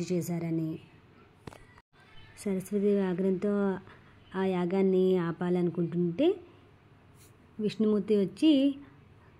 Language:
Telugu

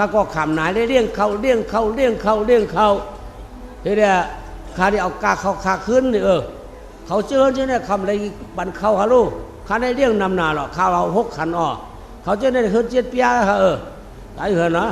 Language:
Shan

